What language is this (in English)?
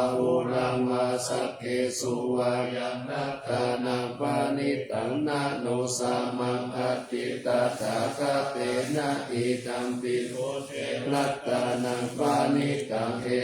Pali